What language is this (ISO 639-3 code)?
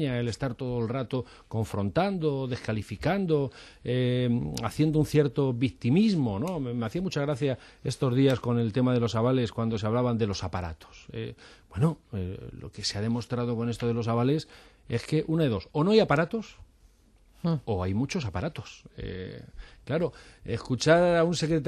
spa